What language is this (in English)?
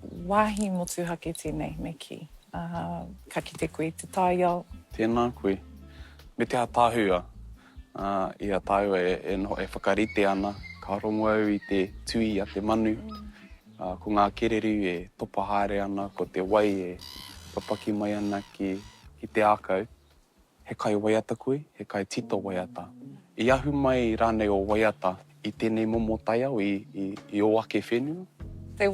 Māori